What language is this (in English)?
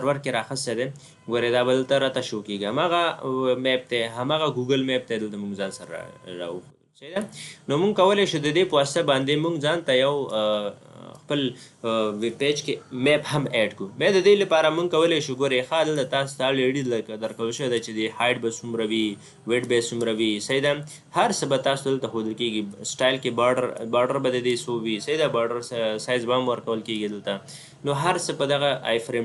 Pashto